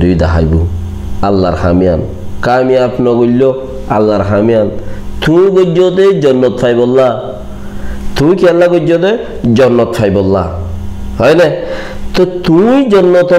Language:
Rohingya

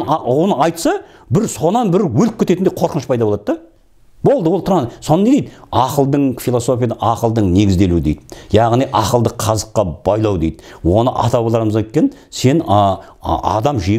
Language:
Kazakh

